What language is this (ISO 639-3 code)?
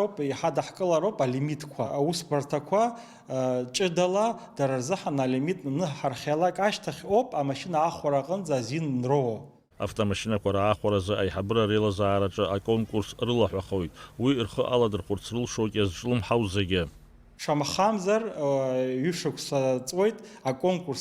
abk